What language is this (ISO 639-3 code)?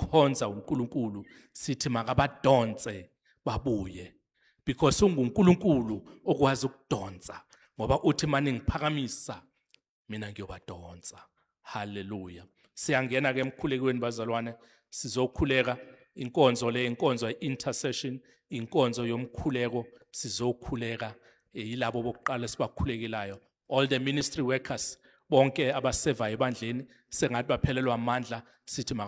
zul